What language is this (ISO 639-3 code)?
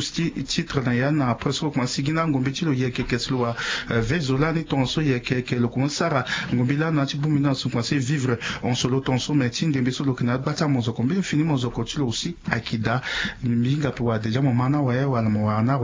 sag